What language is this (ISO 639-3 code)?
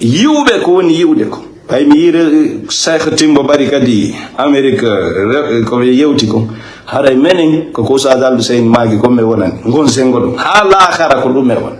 ful